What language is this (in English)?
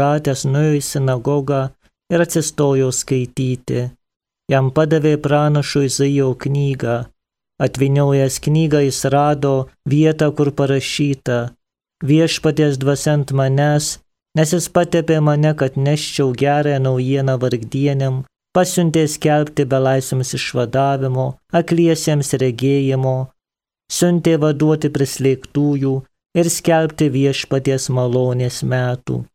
Lithuanian